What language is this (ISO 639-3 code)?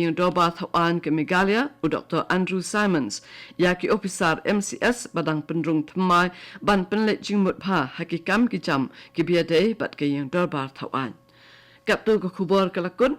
kha